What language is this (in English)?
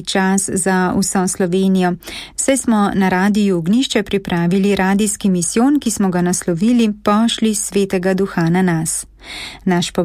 Slovenian